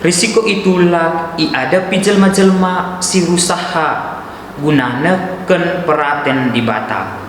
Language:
Batak Karo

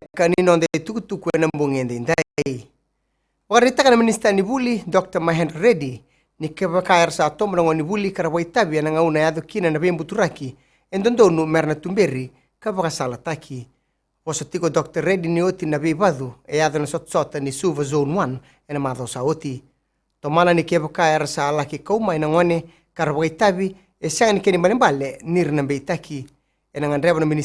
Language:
Fijian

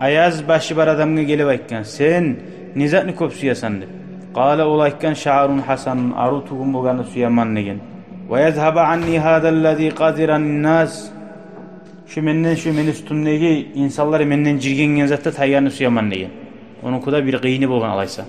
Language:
Kumyk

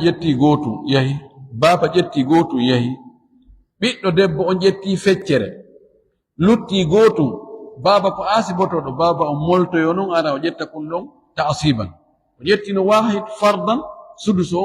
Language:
Fula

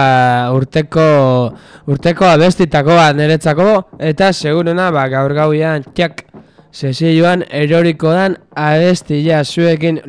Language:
Basque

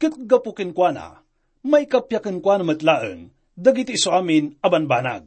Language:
Iloko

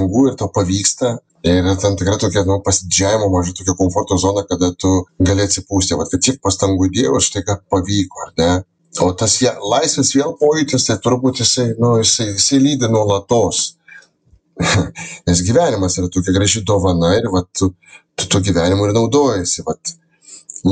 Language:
Lithuanian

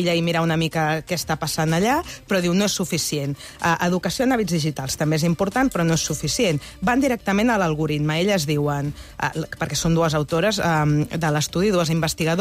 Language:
Catalan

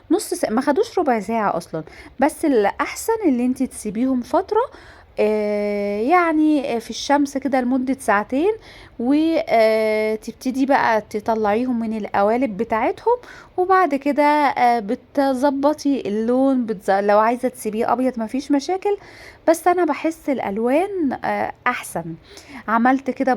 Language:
Egyptian Arabic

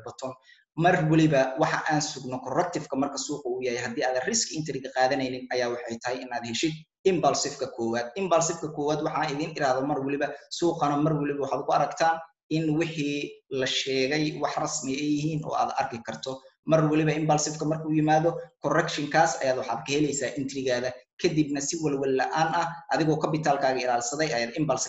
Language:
Somali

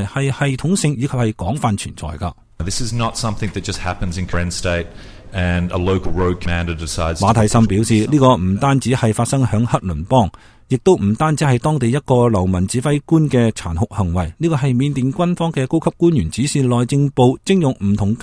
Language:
Cantonese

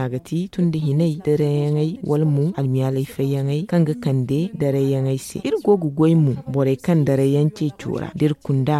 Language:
Zarma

